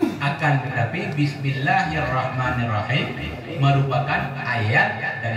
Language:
Achinese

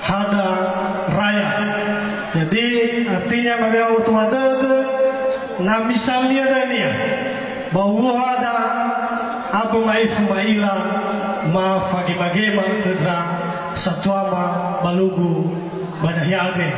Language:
Nias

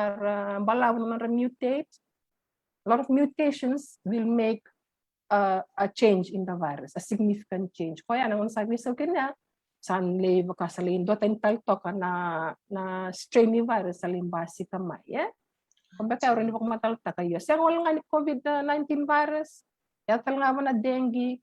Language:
Fijian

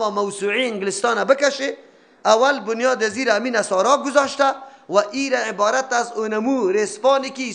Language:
Persian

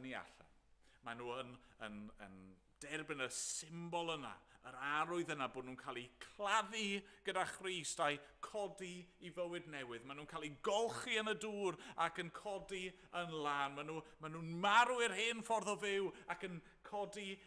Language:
Welsh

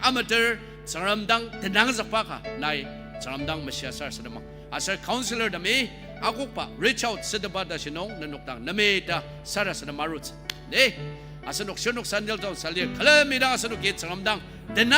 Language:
Ao Naga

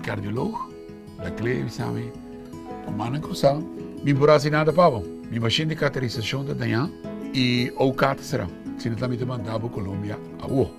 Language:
Papiamento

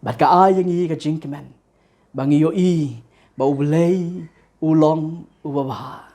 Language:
Khasi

